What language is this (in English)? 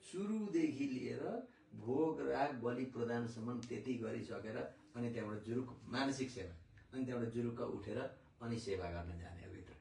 Nepali